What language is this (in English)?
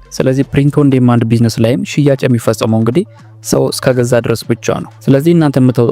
Amharic